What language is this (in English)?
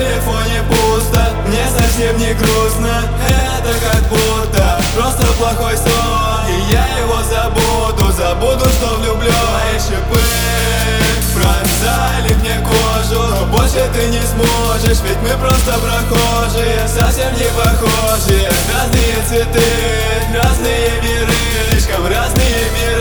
Russian